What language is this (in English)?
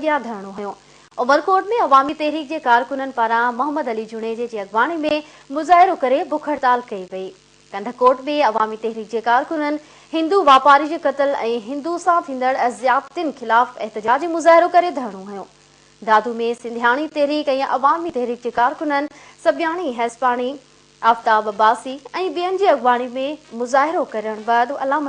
Sindhi